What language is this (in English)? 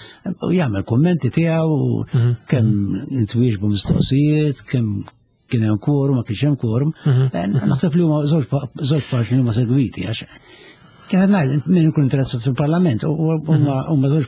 Maltese